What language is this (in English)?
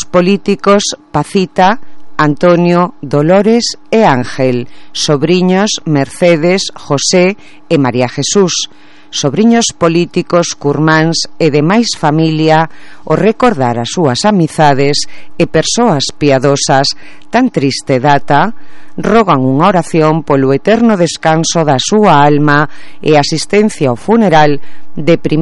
Galician